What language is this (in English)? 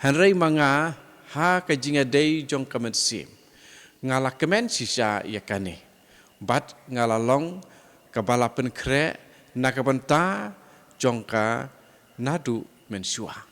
Khasi